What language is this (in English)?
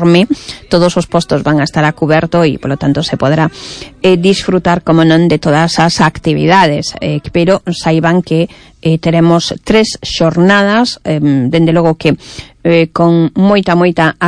Galician